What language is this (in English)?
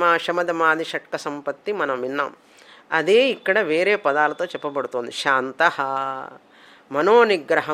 Telugu